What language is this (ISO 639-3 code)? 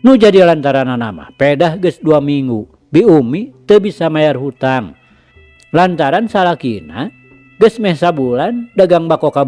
sun